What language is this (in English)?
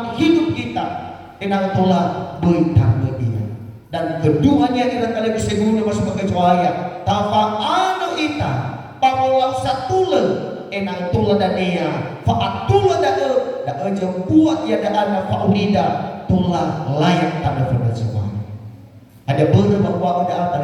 Nias